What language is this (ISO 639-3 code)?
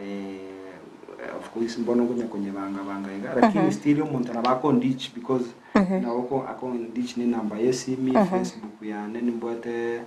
guz